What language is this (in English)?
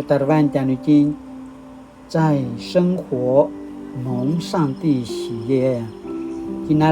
Paiwan